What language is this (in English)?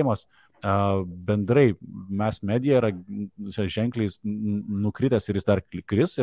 Lithuanian